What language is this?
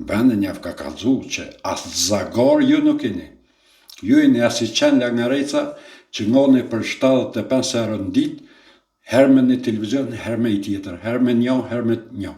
Albanian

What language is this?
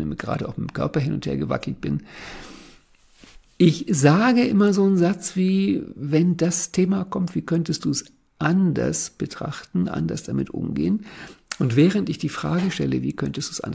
German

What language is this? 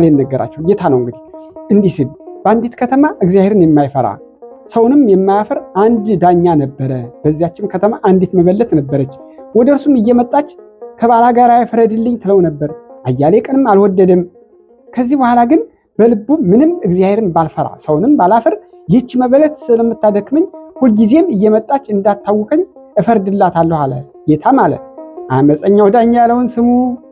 Amharic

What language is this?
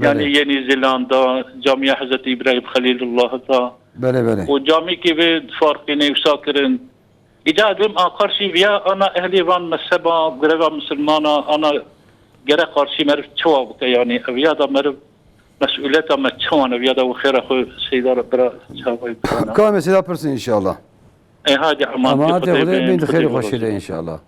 Kurdish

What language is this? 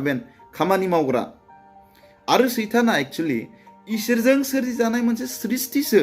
Bodo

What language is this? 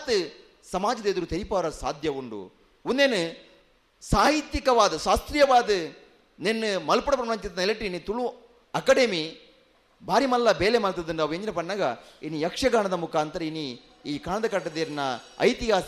Tulu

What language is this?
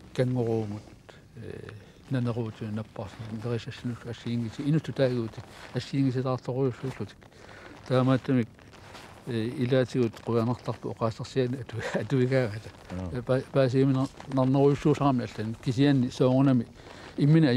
Kalaallisut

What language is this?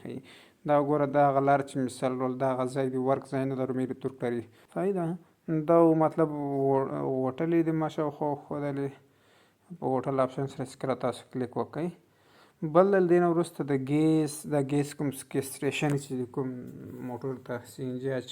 Pashto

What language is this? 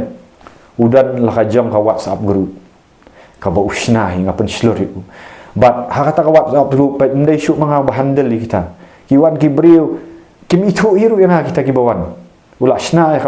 Khasi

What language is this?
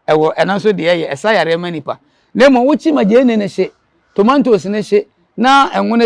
Akan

